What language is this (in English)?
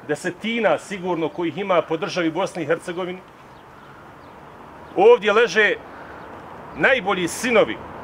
Bosnian